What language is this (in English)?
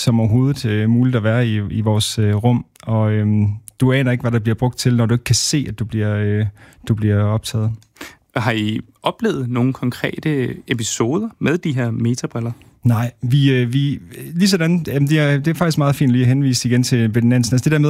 Danish